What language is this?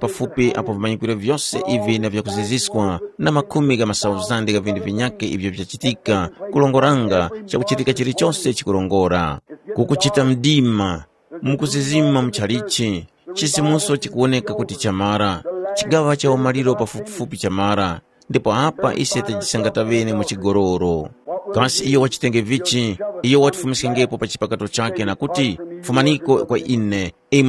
Tumbuka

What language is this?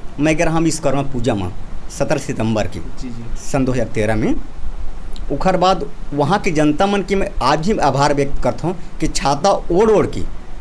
Chhattisgarhi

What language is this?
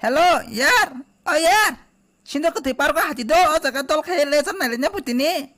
Kok Borok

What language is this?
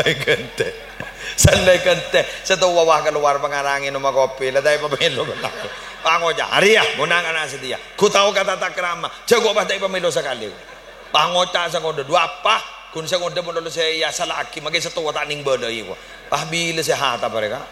Madurese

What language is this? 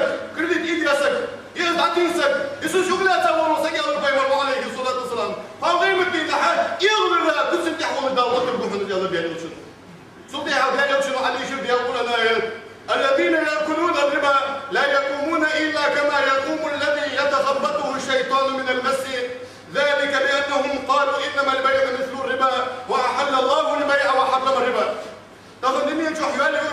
Ingush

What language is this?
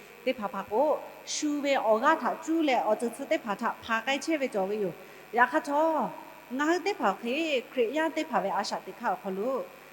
Lahu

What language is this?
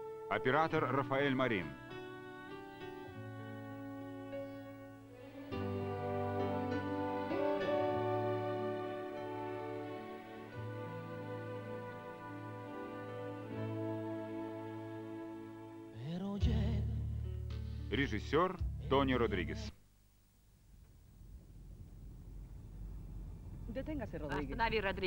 Russian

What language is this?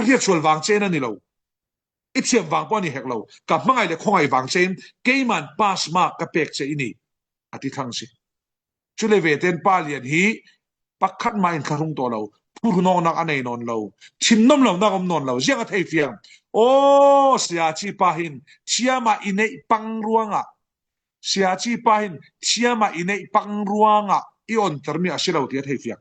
Falam Chin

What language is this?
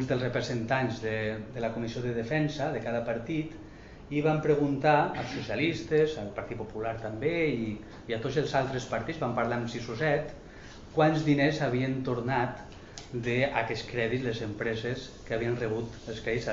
Catalan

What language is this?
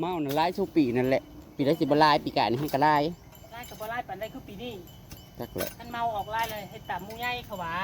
Northeastern Thai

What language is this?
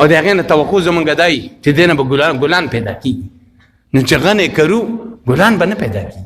Pashto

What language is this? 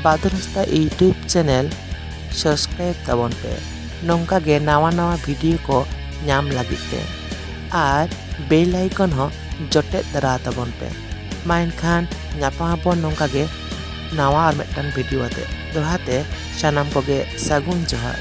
Santali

